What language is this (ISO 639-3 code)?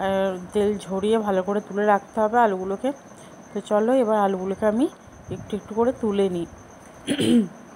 ben